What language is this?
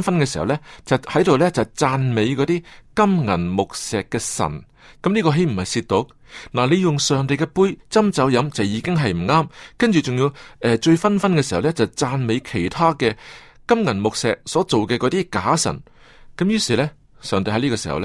Cantonese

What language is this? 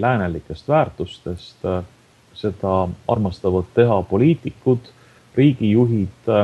Estonian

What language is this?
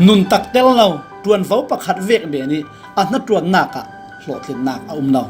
Falam Chin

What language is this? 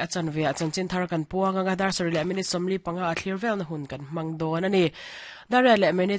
Mizo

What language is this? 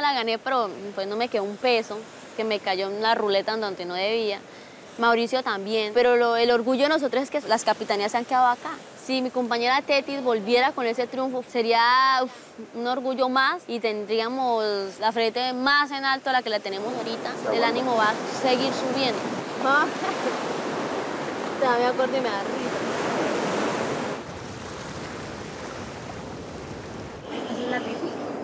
Spanish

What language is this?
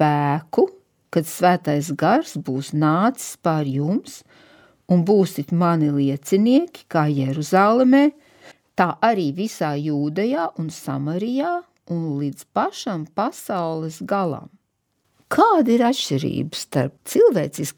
Latvian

